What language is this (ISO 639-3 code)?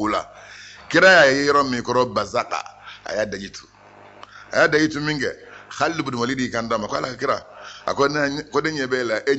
bam